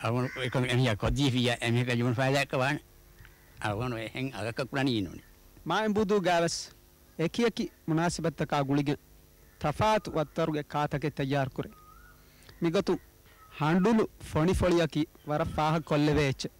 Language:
Divehi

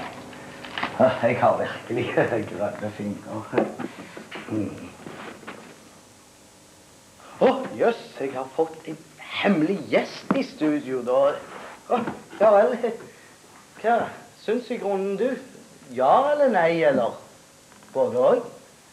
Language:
Norwegian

